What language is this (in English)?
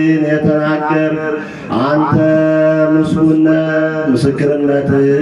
Amharic